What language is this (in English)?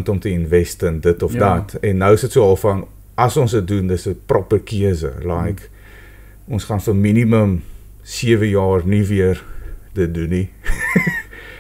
Afrikaans